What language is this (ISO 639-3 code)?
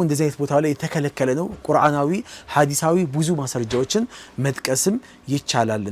amh